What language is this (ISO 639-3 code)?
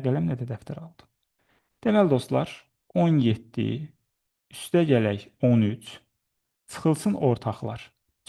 aze